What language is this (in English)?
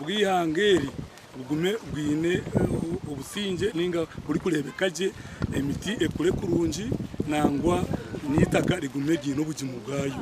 Nyankole